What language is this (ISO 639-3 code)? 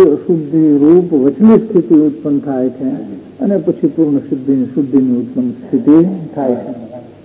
guj